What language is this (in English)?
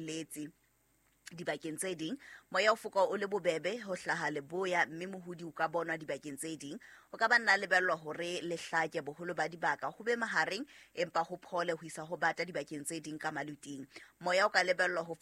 Southern Sotho